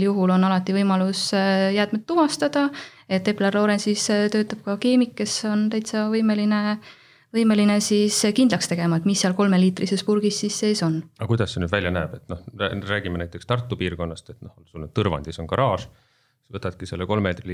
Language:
Estonian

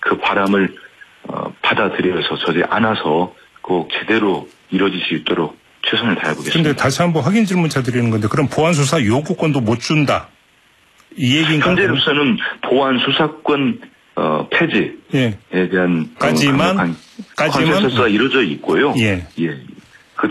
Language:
Korean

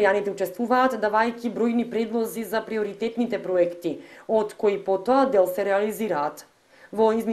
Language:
Macedonian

